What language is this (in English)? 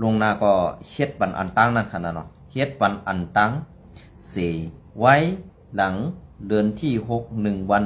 Shan